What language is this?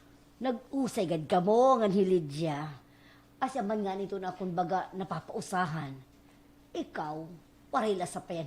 Waray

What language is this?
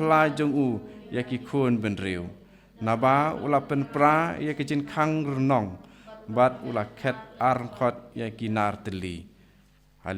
Khasi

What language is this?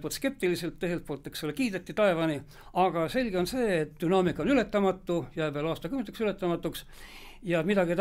Estonian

